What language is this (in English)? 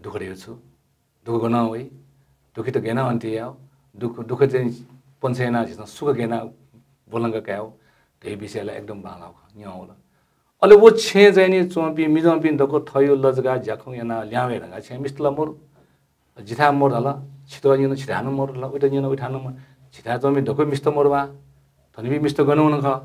Newari